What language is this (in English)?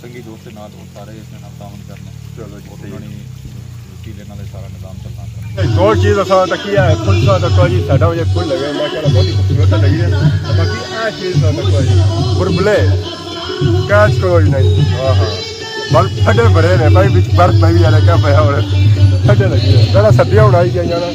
Pahari-Potwari